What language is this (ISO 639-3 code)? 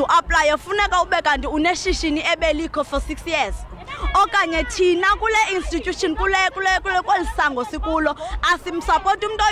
zul